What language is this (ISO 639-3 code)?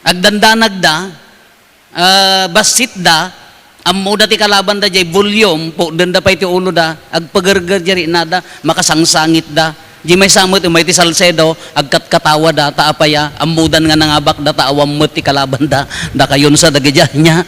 ilo